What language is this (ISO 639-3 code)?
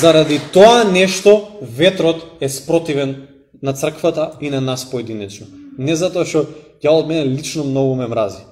mkd